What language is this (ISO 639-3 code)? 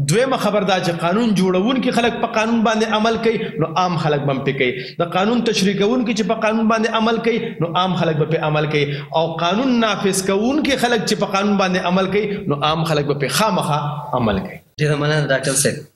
pus